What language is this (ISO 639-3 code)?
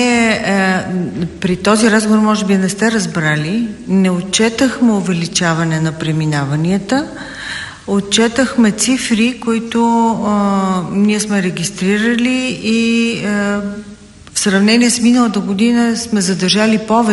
bul